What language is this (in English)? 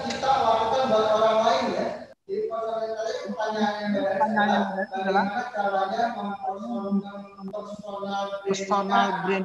Indonesian